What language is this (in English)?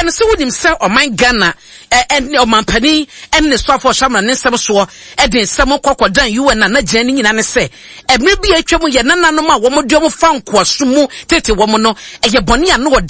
Akan